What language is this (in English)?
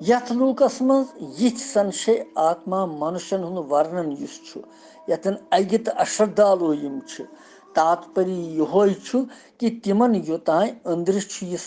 Kashmiri